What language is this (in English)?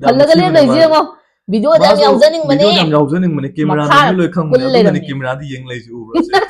Manipuri